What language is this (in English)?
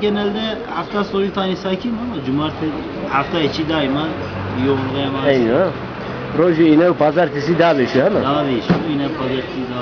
Zaza